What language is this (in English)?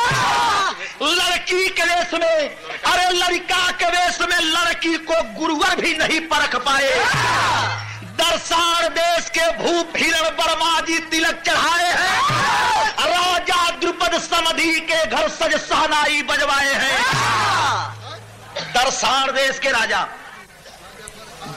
Bhojpuri